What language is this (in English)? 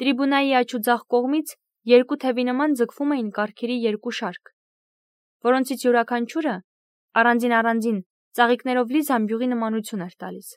Armenian